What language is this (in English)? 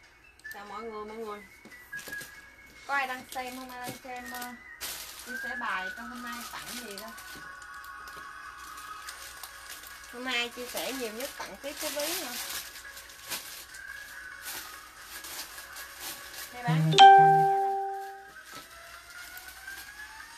Vietnamese